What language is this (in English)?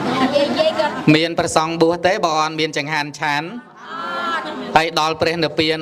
Khmer